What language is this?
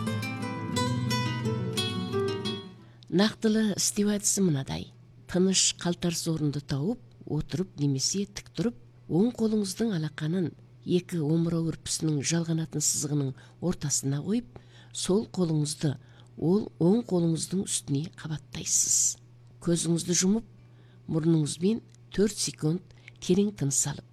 Kazakh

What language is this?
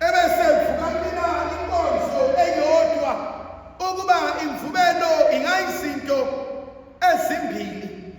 Zulu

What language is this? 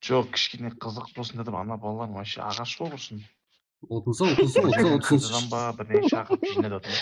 Kara-Kalpak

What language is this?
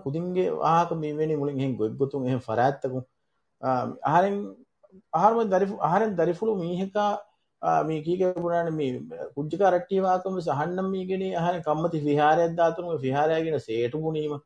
Divehi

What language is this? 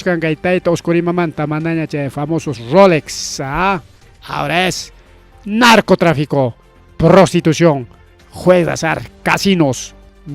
Ayacucho Quechua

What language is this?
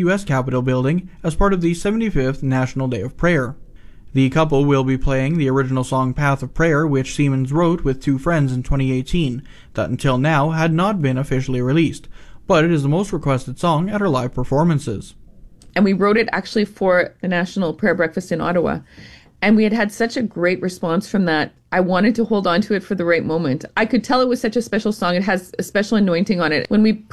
English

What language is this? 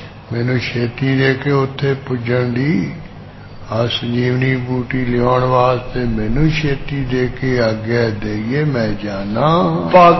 Punjabi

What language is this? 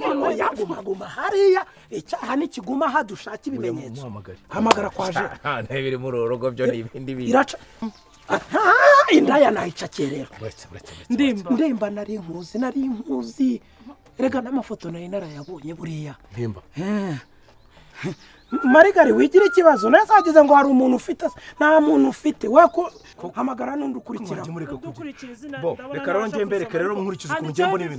Kinyarwanda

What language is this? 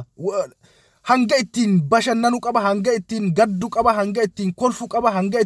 Oromo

